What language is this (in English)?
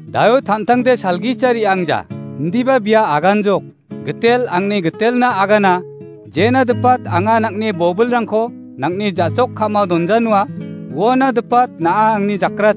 Garo